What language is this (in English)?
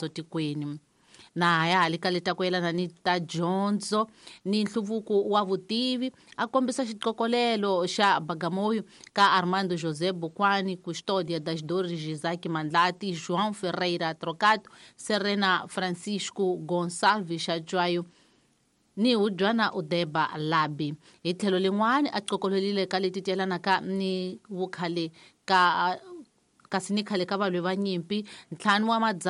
Tsonga